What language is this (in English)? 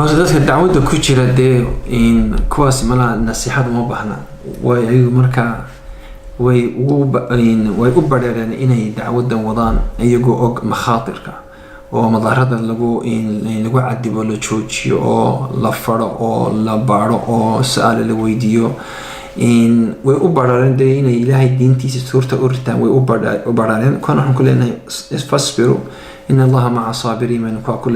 Somali